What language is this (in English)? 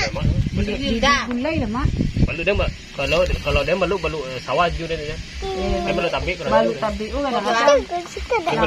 Minangkabau